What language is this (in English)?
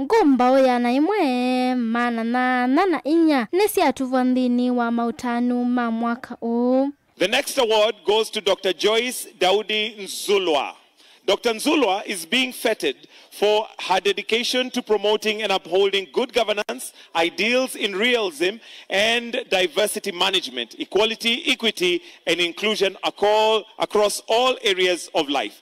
Kamba